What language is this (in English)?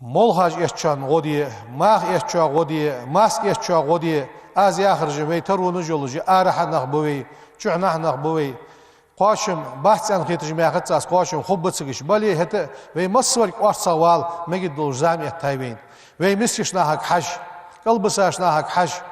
Ingush